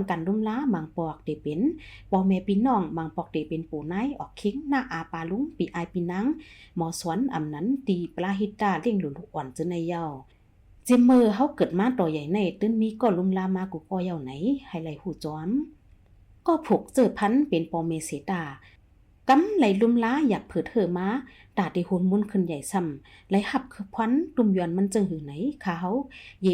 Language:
Shan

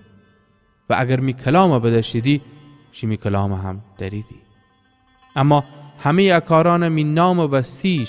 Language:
Gilaki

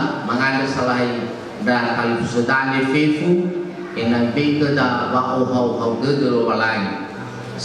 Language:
Nias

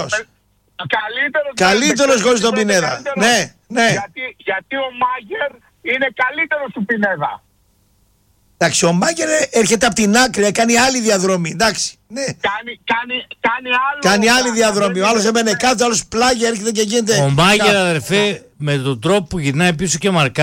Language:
Greek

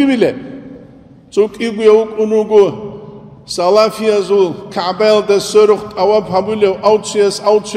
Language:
Avaric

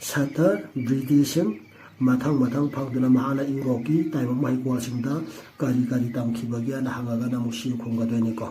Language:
Manipuri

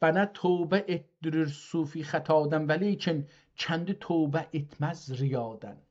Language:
South Azerbaijani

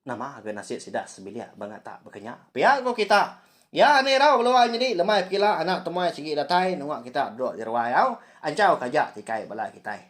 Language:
Iban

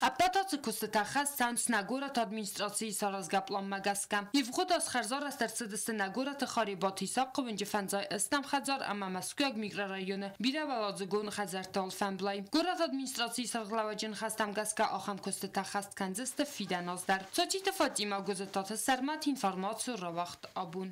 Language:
Ossetic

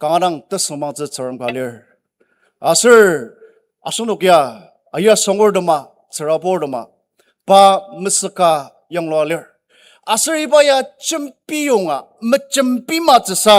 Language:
Ao Naga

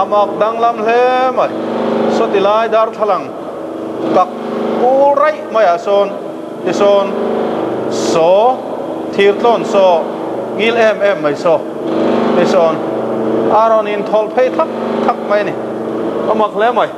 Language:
Mizo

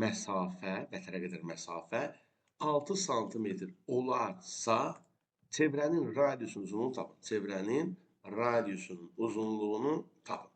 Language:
Azerbaijani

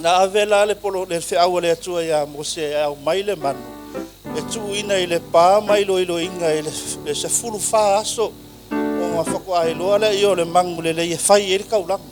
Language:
Samoan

